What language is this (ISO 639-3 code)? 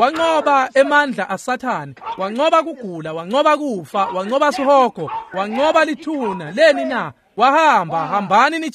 ssw